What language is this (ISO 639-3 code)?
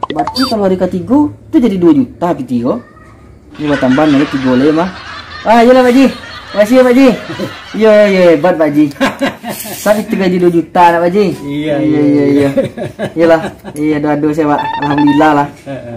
min